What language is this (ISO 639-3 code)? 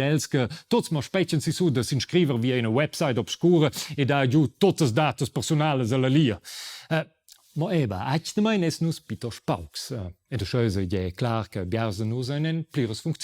roh